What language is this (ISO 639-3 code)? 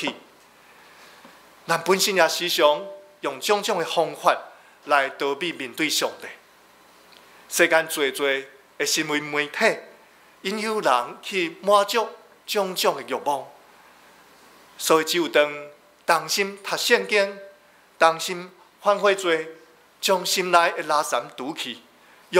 nan